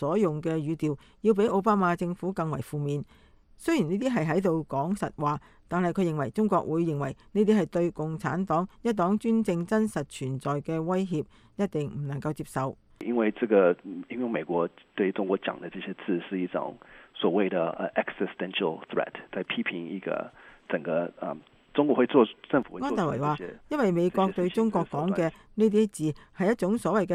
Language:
Cantonese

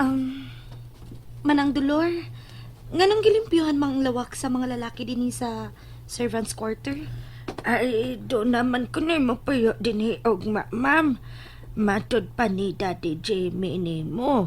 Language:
Cebuano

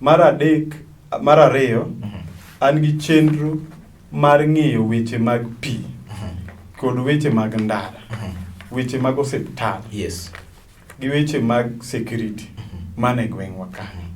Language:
Luo (Kenya and Tanzania)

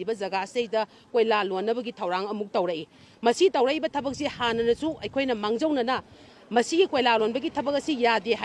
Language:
Manipuri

